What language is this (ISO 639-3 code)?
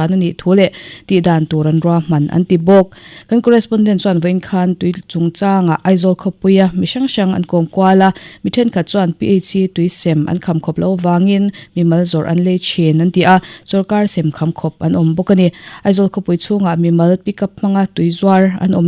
lus